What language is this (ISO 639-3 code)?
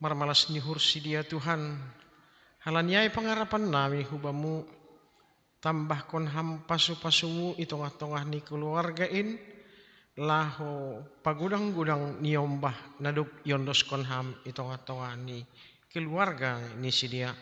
bts